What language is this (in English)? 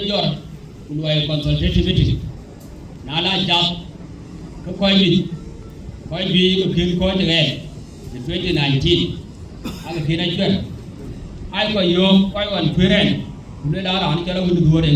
Dinka